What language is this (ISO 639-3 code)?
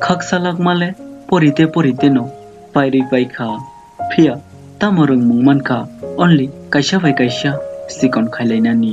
trp